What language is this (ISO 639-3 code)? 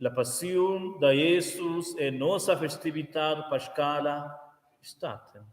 roh